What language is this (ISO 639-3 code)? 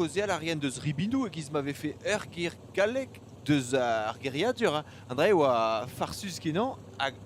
bre